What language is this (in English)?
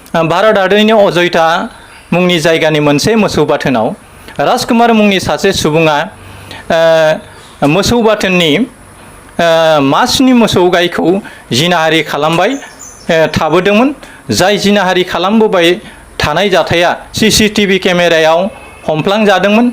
Bodo